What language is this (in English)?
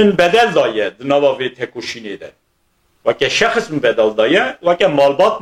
Kurdish